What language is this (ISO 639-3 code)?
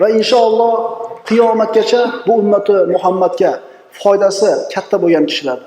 uzb